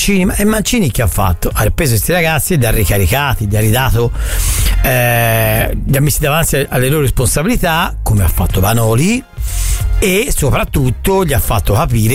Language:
Italian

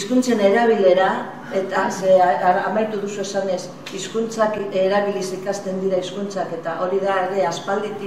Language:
Basque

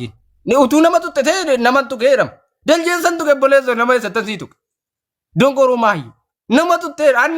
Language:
Oromo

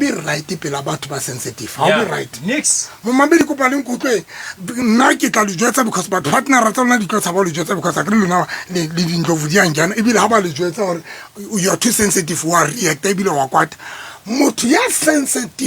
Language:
Southern Sotho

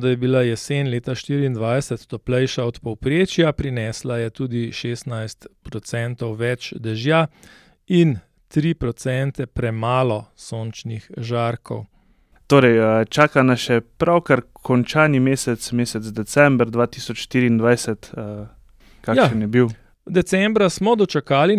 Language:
Slovenian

